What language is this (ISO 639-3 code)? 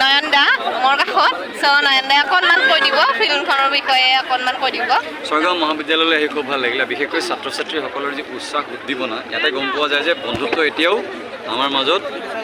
asm